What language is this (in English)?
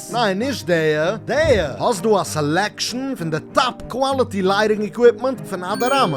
Yiddish